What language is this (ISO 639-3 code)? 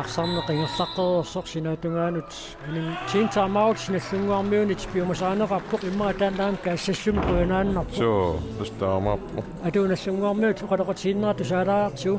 kal